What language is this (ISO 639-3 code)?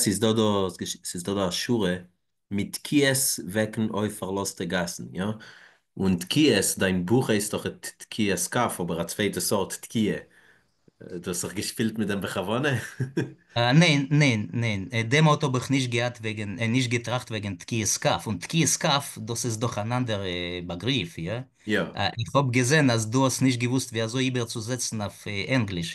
yid